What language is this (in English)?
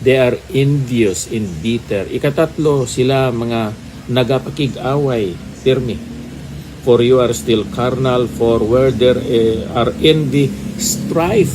Hiligaynon